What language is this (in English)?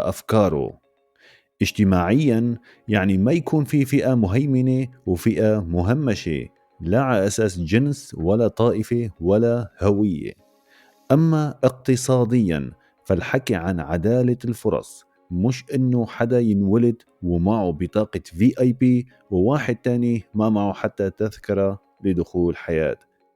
North Levantine Arabic